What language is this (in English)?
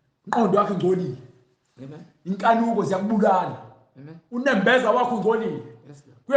Zulu